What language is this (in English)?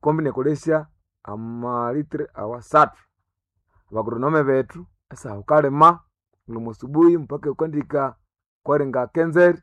Nande